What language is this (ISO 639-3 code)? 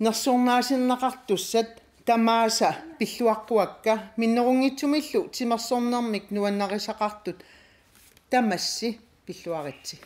kal